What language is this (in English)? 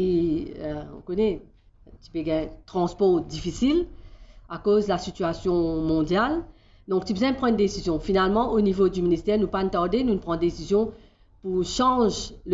Morisyen